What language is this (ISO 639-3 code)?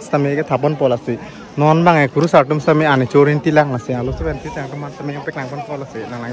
mjw